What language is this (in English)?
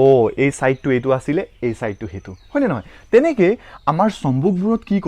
Assamese